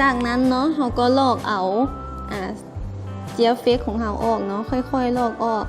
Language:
Lao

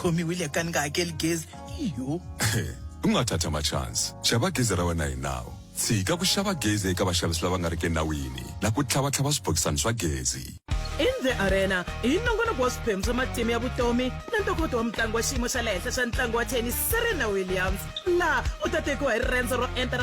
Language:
Tsonga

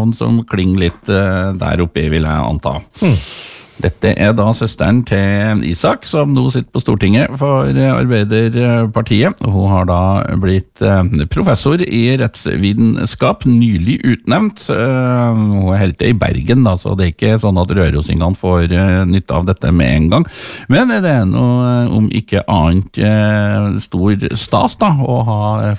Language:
Norwegian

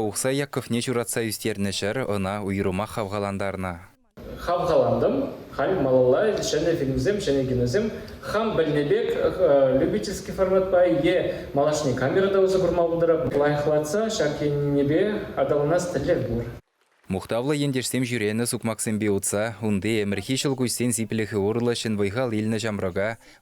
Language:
Chuvash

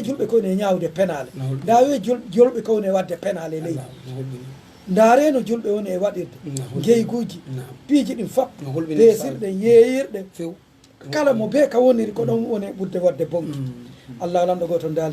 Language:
Fula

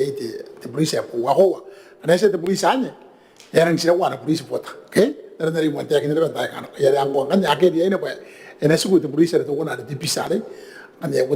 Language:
Gilbertese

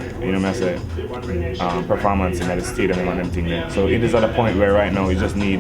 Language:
Jamaican Creole English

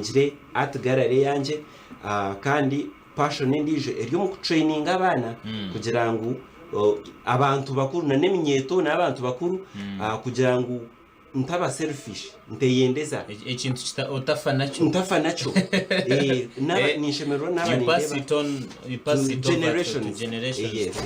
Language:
Nyankole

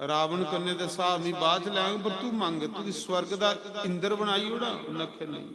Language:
Dogri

